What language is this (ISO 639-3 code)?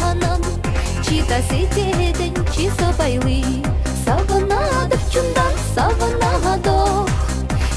chv